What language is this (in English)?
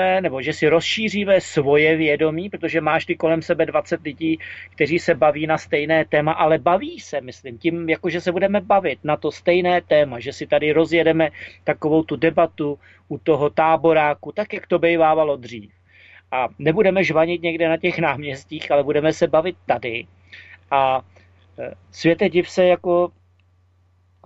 Czech